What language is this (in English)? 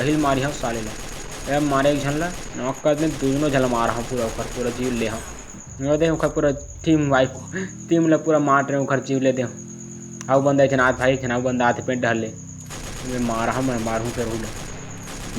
Chhattisgarhi